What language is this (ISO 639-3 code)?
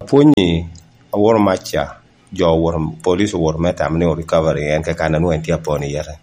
laj